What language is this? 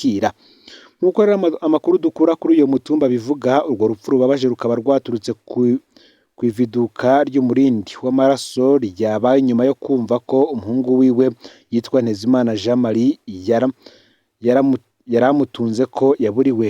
Rundi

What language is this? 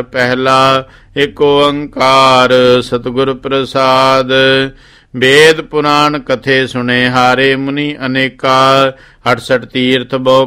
Punjabi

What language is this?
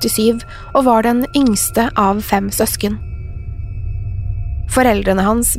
Norwegian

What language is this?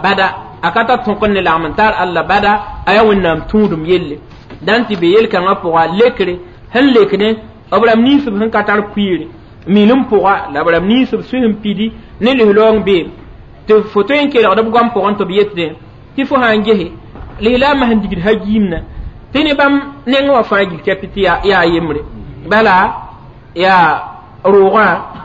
Mossi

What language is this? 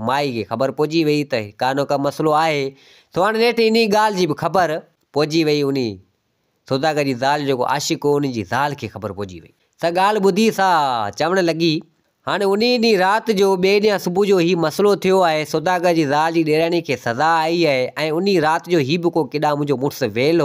Sindhi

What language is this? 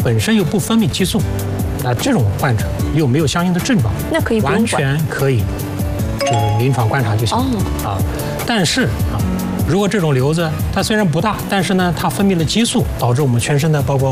Chinese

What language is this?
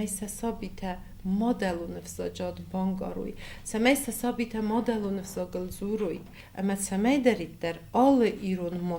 Ossetic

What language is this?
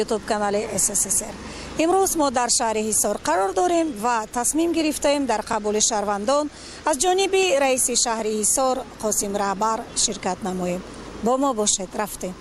Tajik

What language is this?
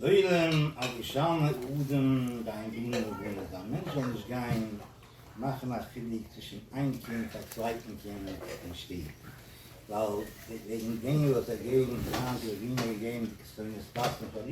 Yiddish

